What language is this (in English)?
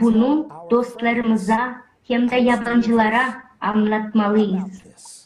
Gagauz